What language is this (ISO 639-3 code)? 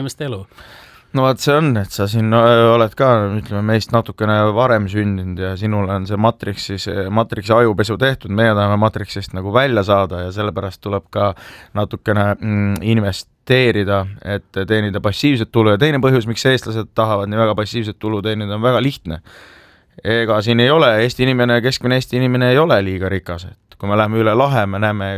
est